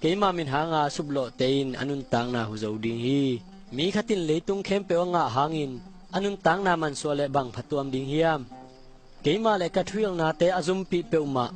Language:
Tedim Chin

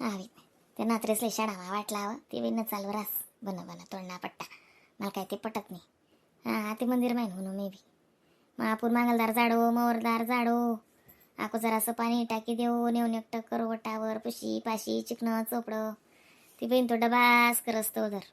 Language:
Khandesi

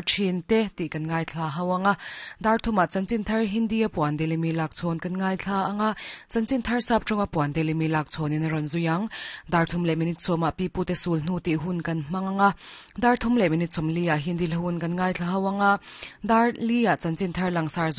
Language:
Mizo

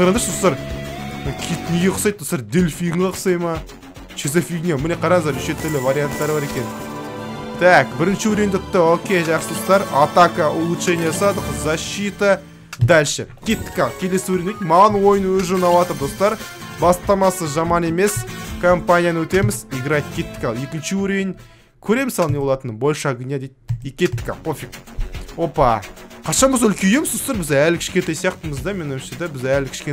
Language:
Kazakh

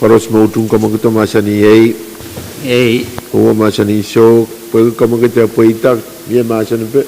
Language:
Pohnpeian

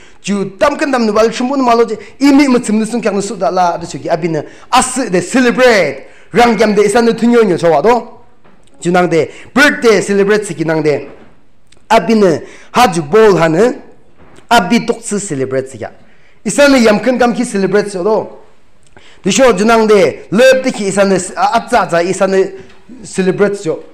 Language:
Yimchungru Naga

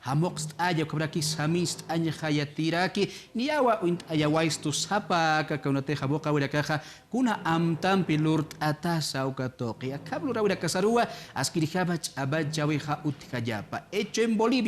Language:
Aymara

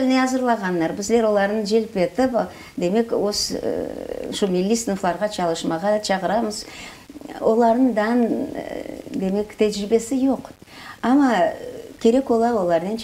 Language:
Crimean Tatar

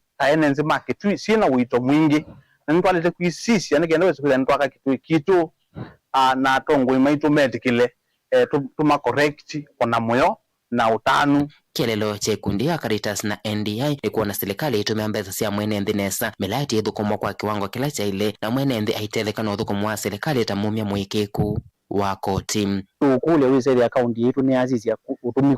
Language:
Kamba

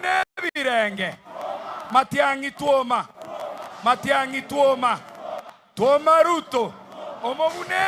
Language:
Gusii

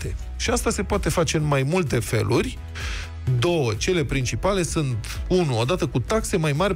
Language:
Romanian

